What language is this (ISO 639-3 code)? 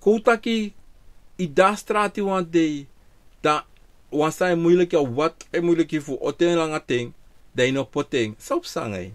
srn